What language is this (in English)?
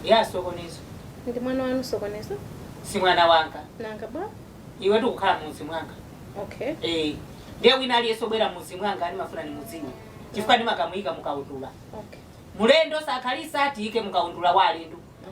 Nyanja